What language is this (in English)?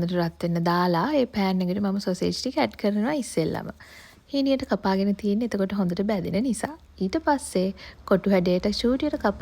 Sinhala